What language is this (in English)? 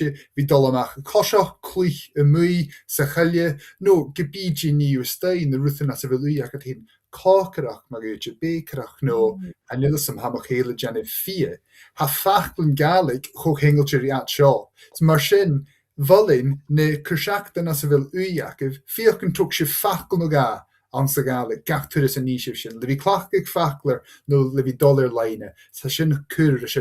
Scottish Gaelic